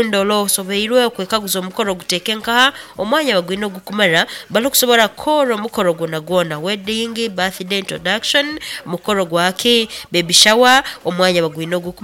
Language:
Nyoro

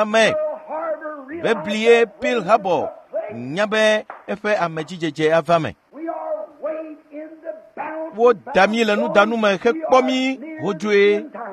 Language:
Ewe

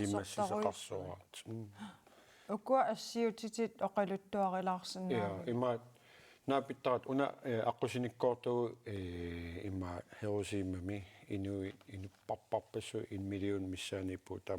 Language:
Kalaallisut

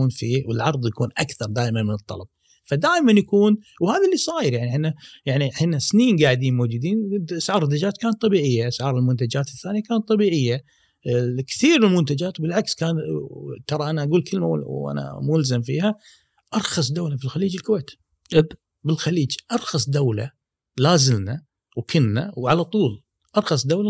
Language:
Gulf Arabic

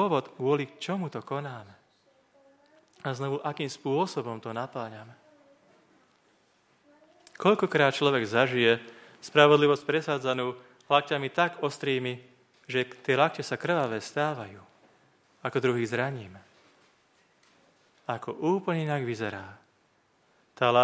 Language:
Slovak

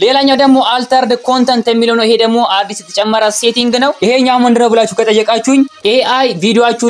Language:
Amharic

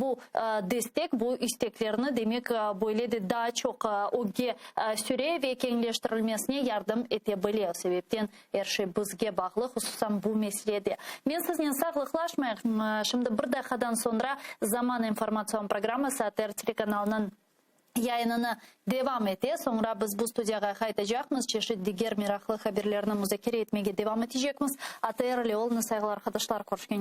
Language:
Crimean Tatar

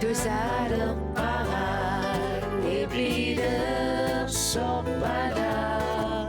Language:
Kalaallisut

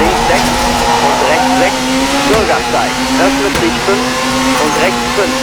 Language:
Bavarian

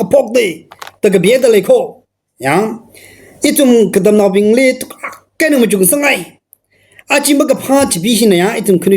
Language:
Tangkhul Naga (India)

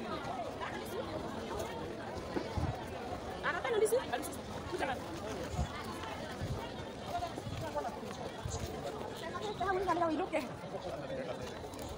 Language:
Swahili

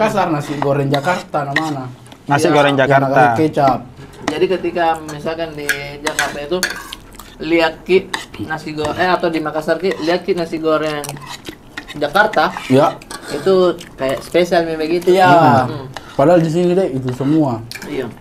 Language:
Makassar Malay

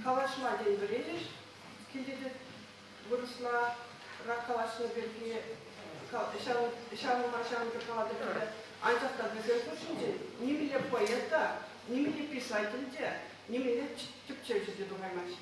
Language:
Chuvash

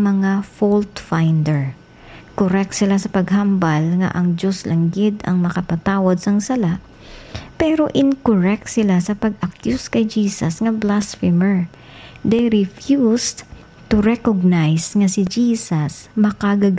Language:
Hiligaynon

